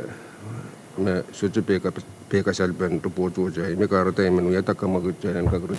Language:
Pohnpeian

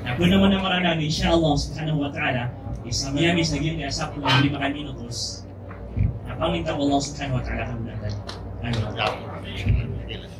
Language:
Maranao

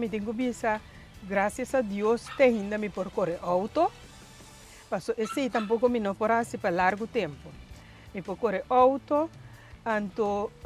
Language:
Papiamento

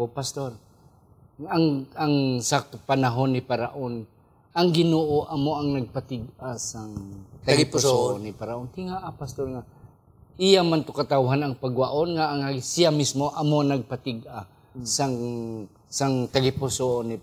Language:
Hiligaynon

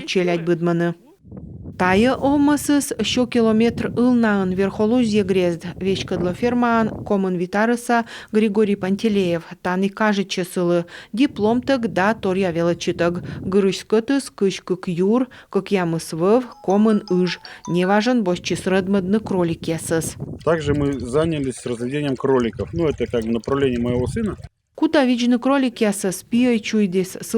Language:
Komi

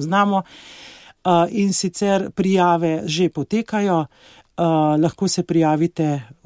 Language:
Slovenian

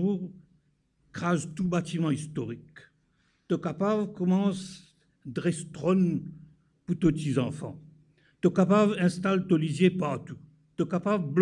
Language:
Morisyen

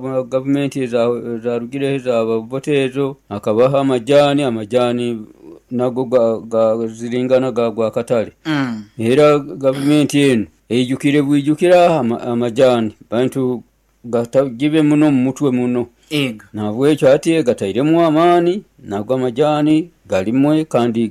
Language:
Nyoro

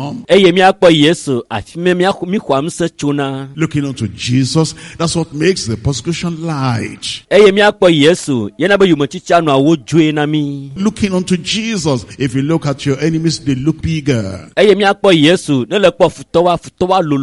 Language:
Ewe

